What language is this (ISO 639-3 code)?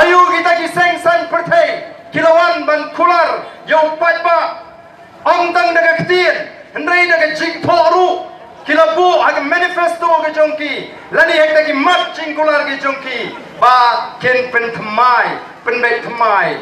kha